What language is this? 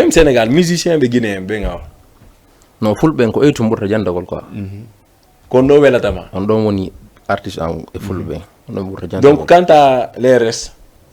Fula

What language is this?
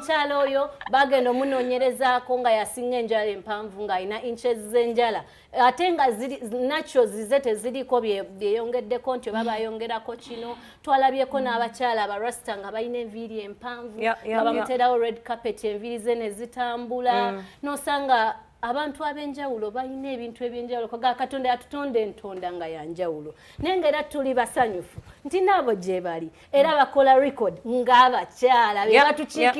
Ganda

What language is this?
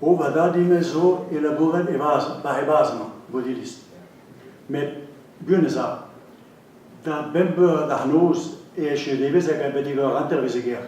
Breton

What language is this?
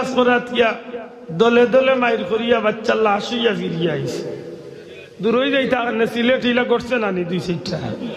Sylheti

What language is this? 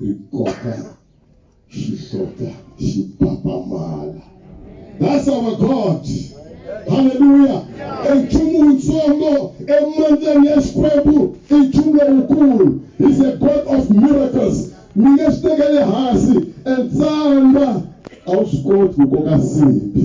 Tsonga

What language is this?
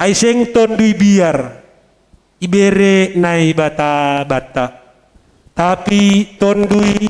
Batak Simalungun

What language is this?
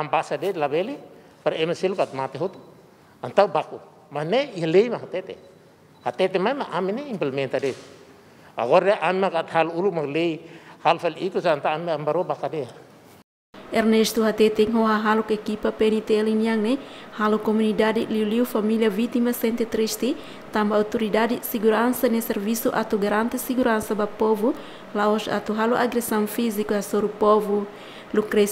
Tetum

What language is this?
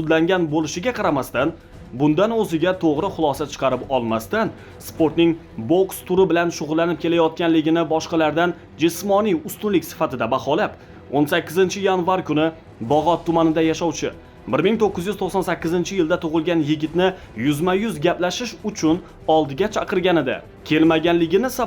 Uzbek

